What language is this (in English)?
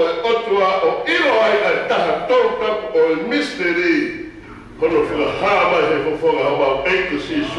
Tongan